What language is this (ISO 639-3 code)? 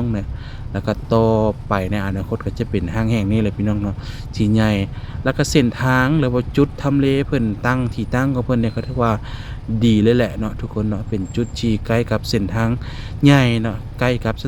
lao